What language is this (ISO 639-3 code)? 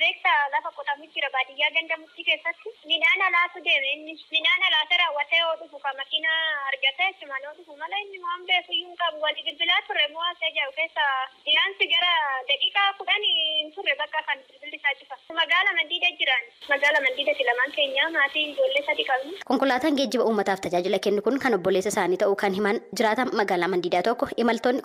orm